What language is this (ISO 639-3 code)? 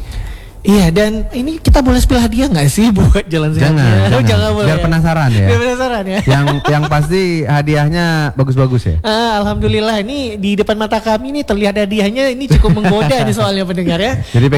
ind